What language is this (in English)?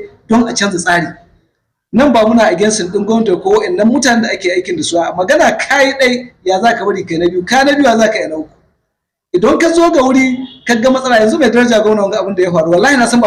Hausa